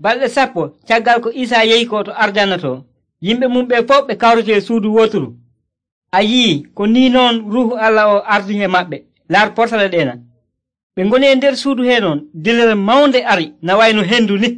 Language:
Nigerian Fulfulde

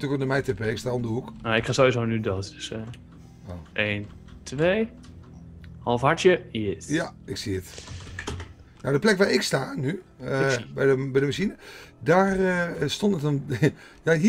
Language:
Dutch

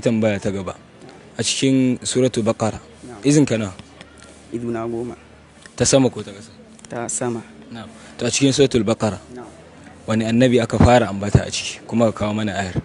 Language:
Hausa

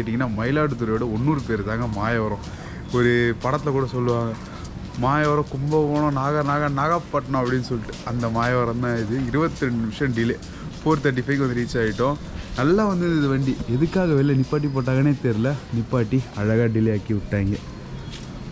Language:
Tamil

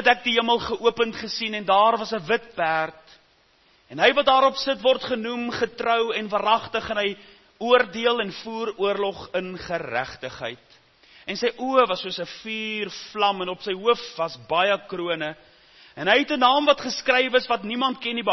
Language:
Afrikaans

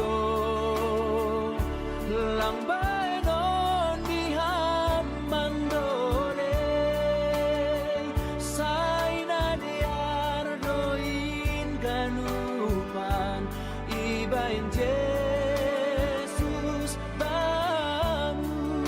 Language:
Batak Simalungun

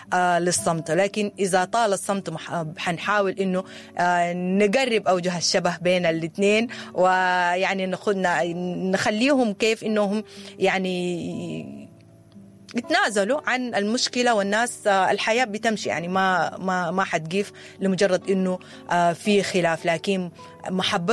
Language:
Sudanese Arabic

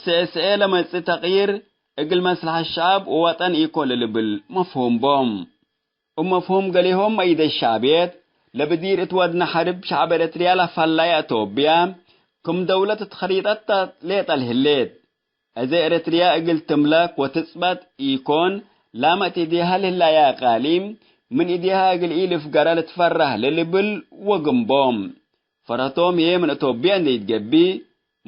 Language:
Tigre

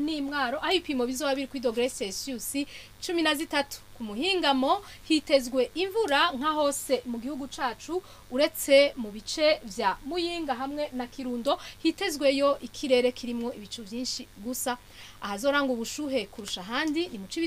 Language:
Rundi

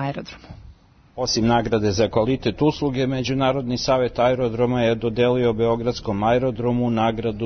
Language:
Serbian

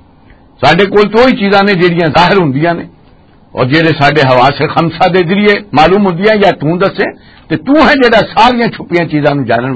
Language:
Western Panjabi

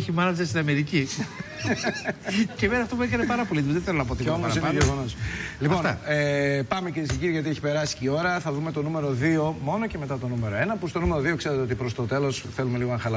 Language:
Greek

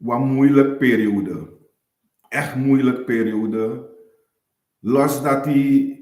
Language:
Sranan Tongo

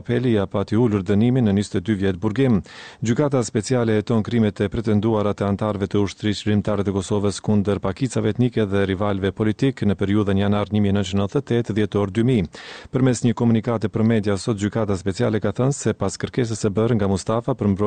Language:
Albanian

